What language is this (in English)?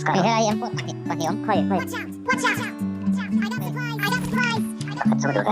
Mizo